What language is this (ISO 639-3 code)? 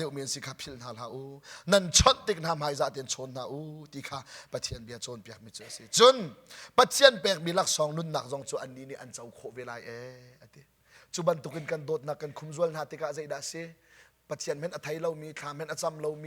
cnh